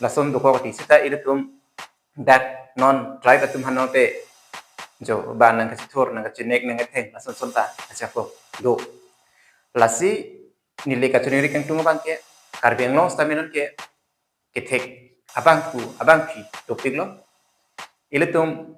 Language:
Karbi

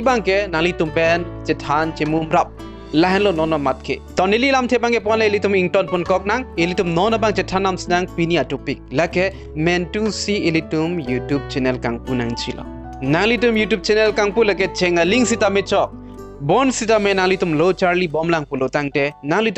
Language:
Karbi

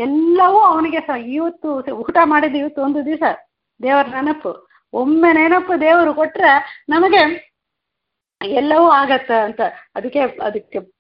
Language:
Kannada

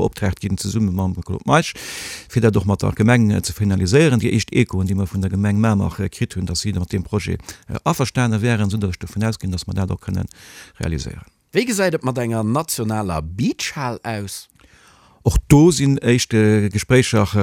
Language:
Luxembourgish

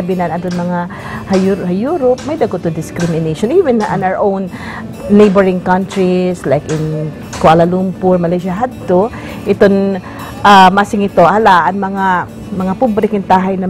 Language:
Waray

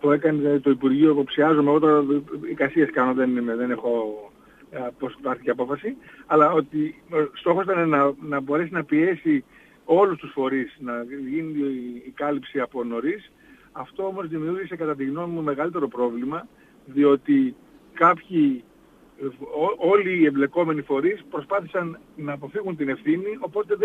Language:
Greek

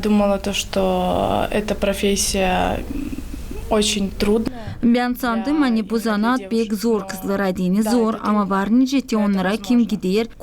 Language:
Gagauz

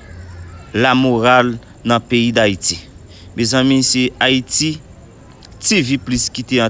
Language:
Haitian Creole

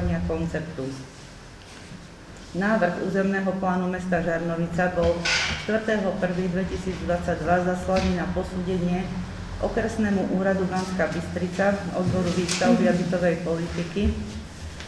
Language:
Slovak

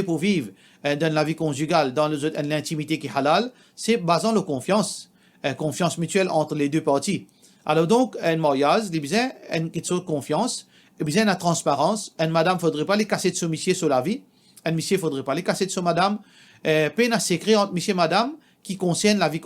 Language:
Morisyen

